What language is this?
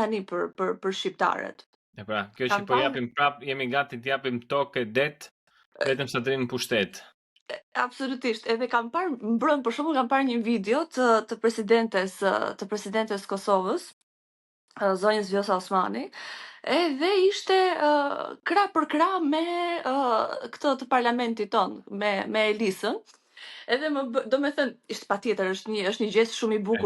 Albanian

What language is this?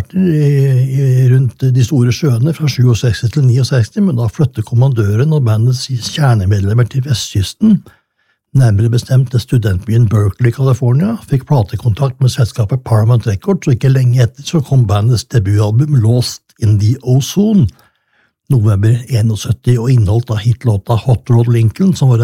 Norwegian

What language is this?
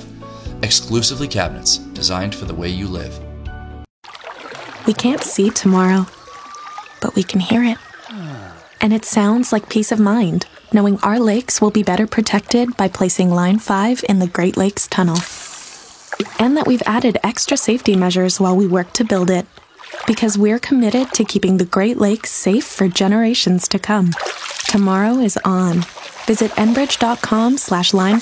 English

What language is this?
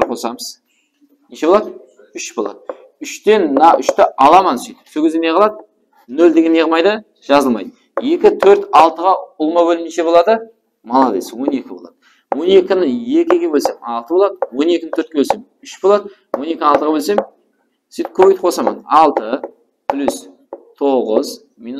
Kara-Kalpak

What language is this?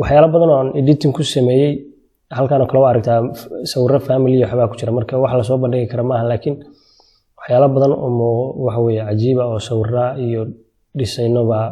Somali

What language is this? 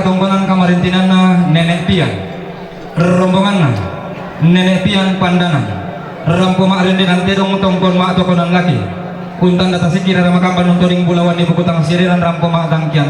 Toraja-Sa'dan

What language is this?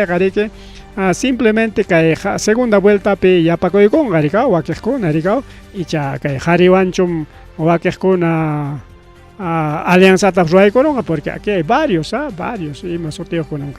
Ayacucho Quechua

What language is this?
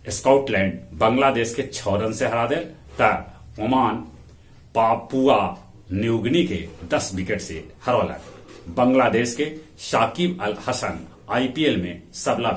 Magahi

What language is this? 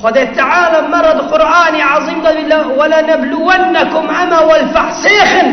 Kurdish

